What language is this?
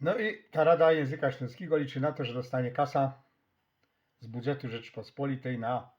Silesian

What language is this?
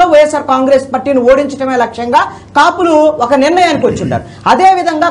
Telugu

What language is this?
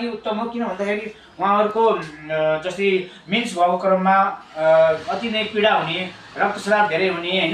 Nepali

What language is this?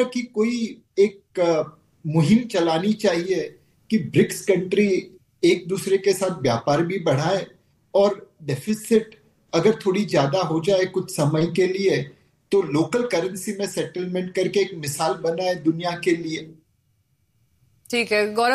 Hindi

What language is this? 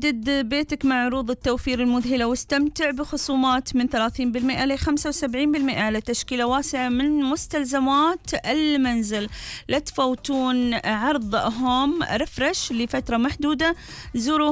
Gulf Arabic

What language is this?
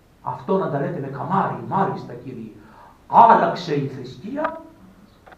Greek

